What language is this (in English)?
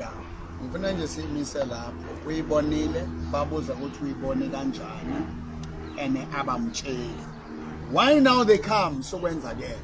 Southern Sotho